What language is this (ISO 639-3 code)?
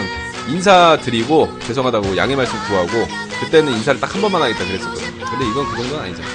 kor